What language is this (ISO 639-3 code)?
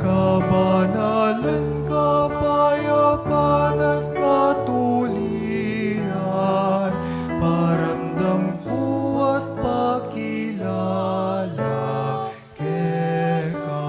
pam